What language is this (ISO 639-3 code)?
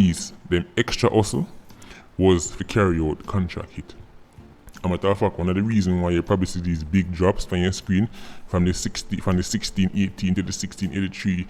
jam